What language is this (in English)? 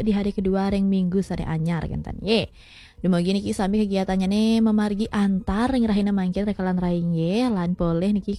Balinese